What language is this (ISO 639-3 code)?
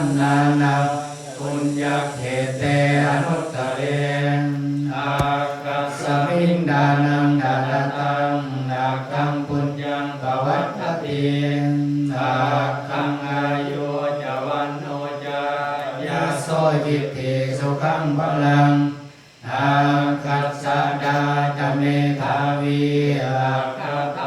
pli